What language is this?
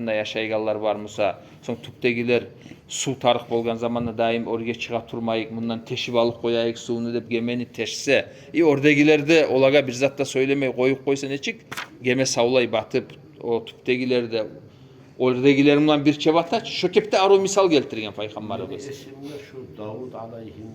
Kumyk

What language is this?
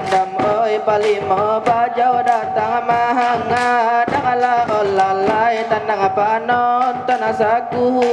Minangkabau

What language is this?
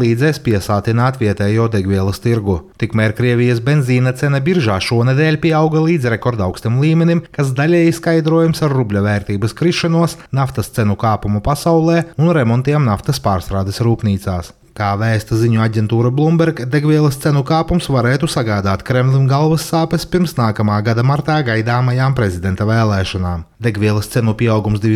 Latvian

